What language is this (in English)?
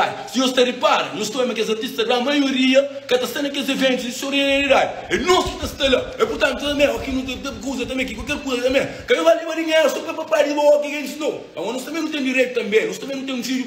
Kabuverdianu